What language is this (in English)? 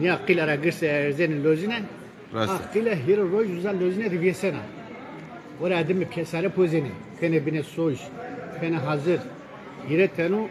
Zaza